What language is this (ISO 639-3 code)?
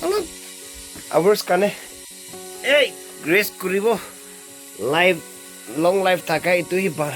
nag